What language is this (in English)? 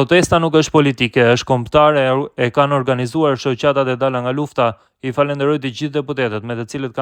Albanian